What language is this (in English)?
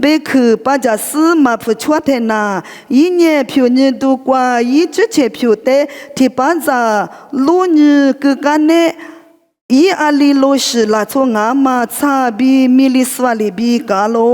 Lisu